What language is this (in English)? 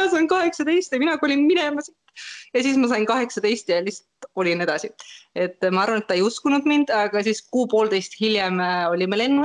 Estonian